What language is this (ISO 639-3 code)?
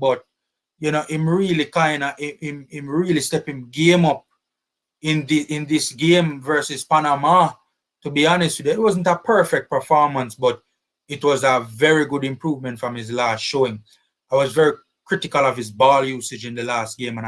jam